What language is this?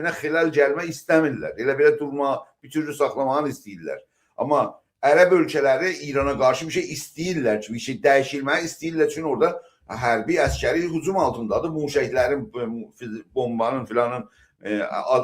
South Azerbaijani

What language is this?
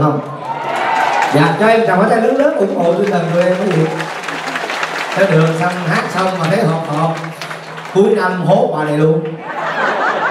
Vietnamese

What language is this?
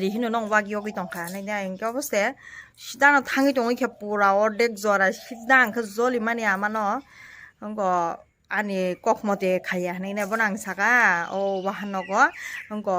Kok Borok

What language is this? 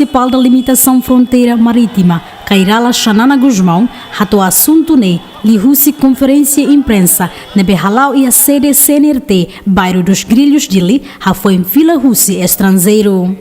Tetum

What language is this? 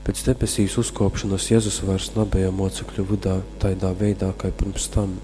Latgalian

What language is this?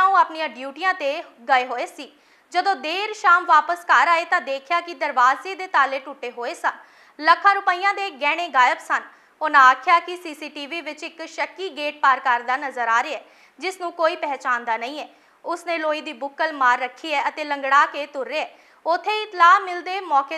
Punjabi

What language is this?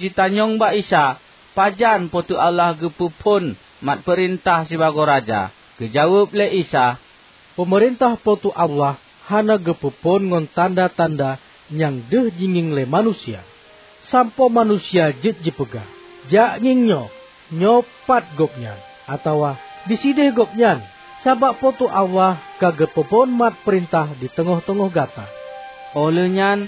Achinese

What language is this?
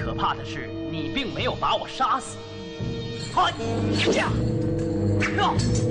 Chinese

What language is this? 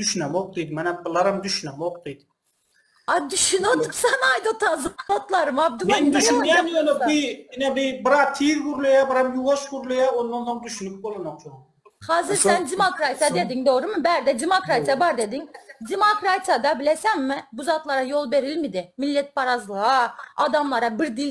Turkmen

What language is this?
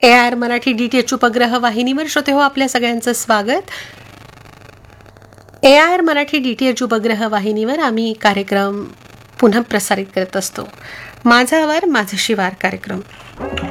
Marathi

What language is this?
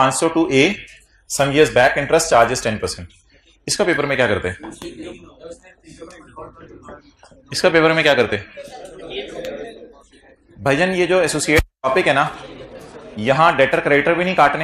Hindi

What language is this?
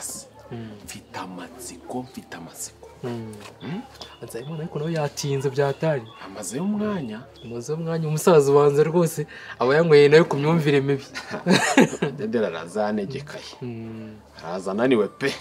Kinyarwanda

